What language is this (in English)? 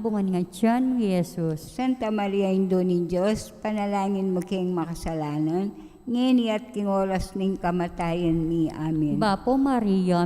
Pampanga